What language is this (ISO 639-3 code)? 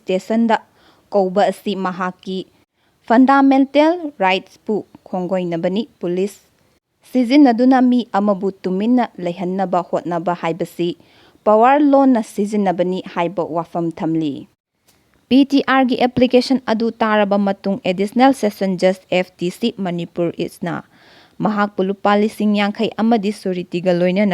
mni